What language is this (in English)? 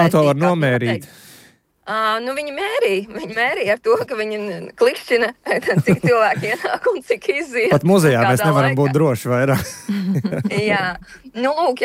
Latvian